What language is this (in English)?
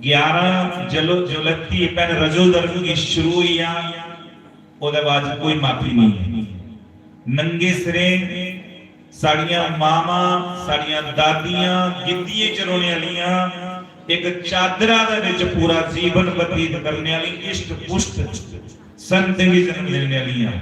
Dogri